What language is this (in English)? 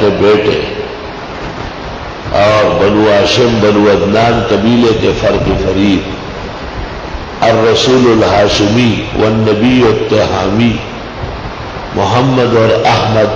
Urdu